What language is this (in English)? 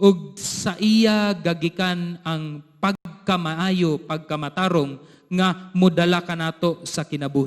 Cebuano